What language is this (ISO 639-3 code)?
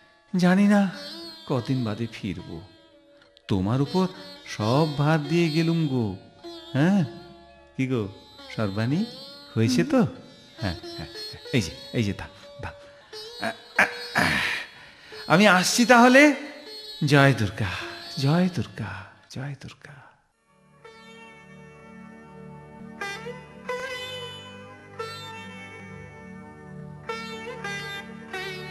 ben